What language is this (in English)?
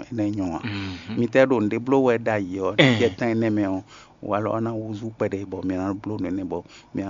Fon